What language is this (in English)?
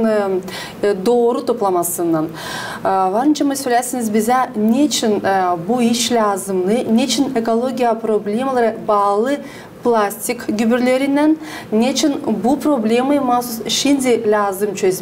Gagauz